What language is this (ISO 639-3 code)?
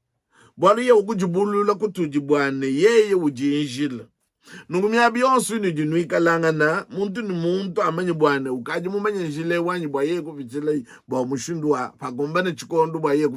lua